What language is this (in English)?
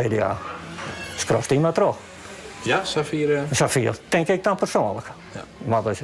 Western Frisian